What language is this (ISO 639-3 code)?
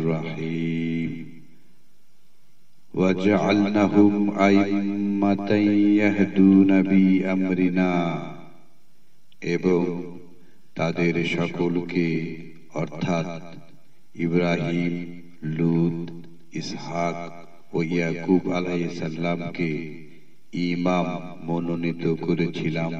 ben